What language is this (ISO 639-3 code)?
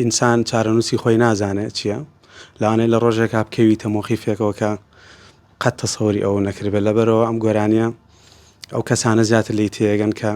ckb